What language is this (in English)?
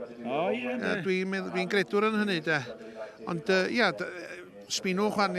Welsh